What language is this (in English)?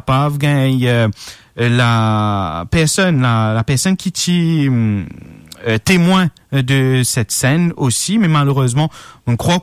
Morisyen